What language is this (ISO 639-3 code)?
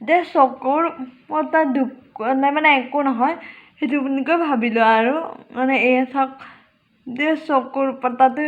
asm